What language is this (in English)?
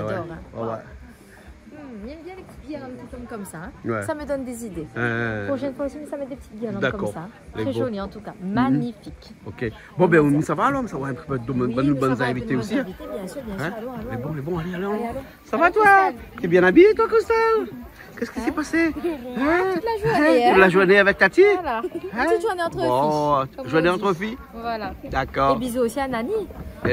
Réunion Creole French